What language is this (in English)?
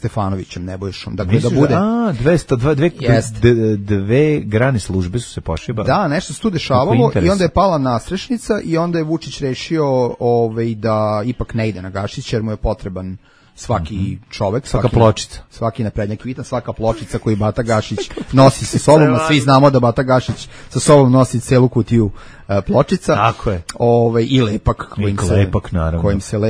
Serbian